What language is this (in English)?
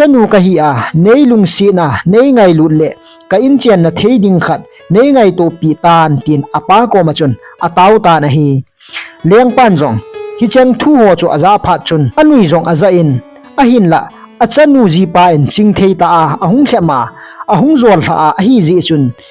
Thado Chin